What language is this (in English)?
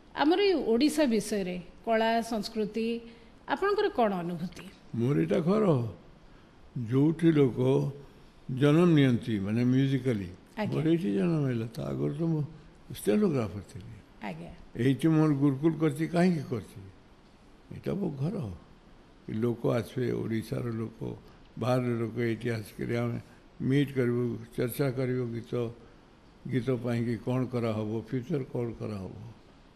Odia